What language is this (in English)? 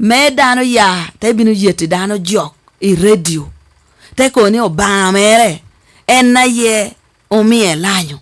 Lango (Uganda)